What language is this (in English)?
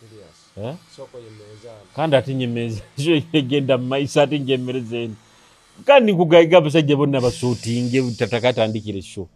Nyoro